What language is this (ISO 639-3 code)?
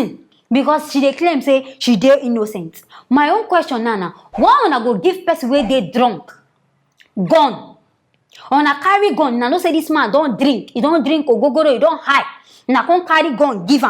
pcm